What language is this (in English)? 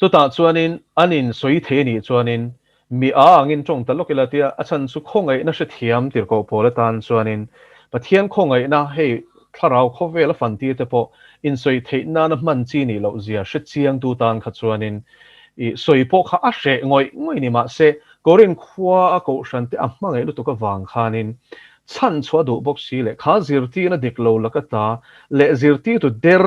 Mizo